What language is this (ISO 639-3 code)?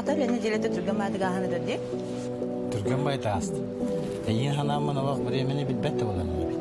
sah